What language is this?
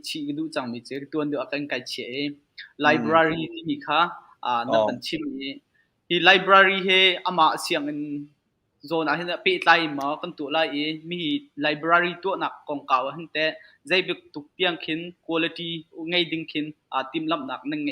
Hakha Chin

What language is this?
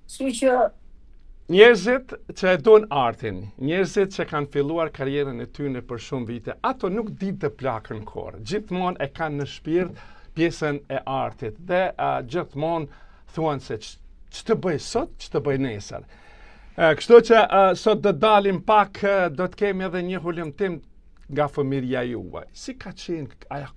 Albanian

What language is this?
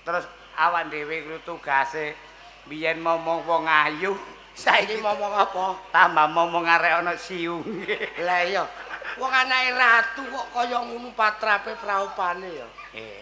Javanese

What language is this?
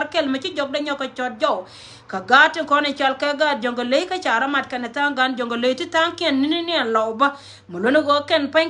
Nuer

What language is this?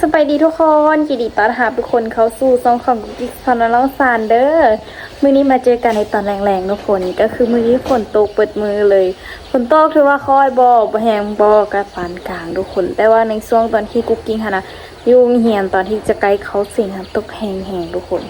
Lao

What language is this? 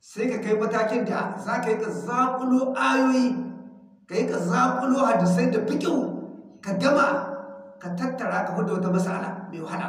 Hausa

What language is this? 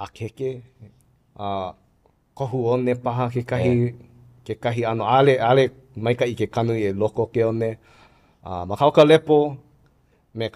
Hawaiian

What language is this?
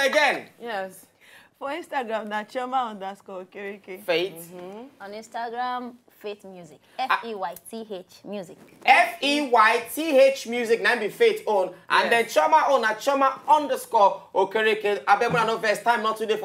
Nigerian Pidgin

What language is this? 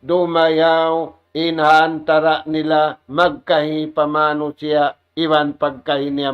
Tausug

